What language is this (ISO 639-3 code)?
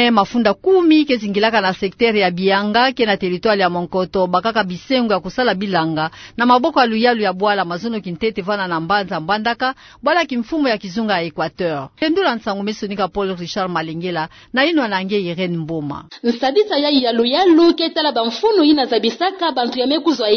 ktu